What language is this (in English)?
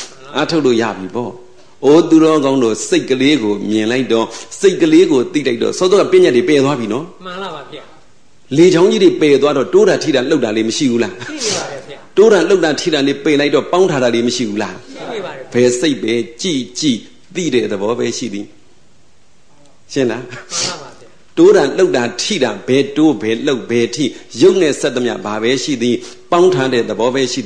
Burmese